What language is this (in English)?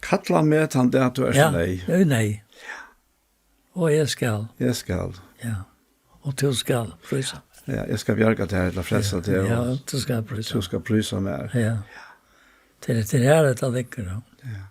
Faroese